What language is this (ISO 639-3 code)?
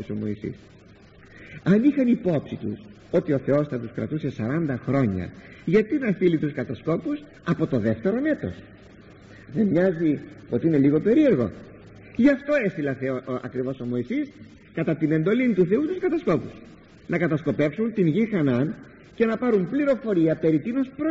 ell